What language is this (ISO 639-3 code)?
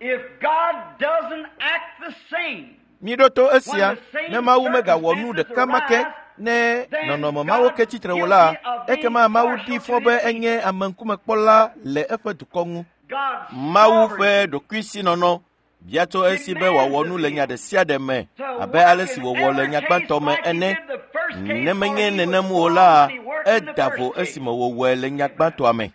ewe